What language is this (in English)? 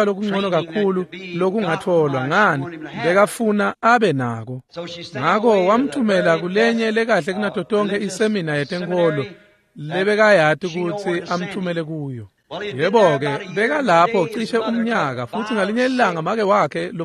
Swati